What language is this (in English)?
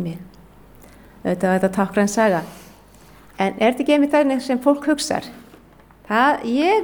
Icelandic